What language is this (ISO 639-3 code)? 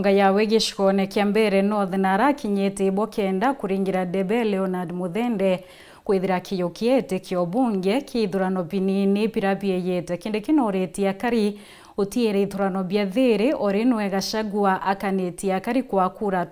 mer